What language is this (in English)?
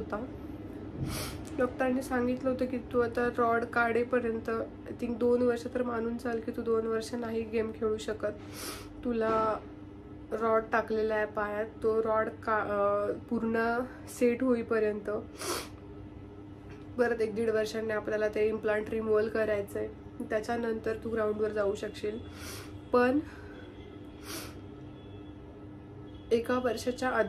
Marathi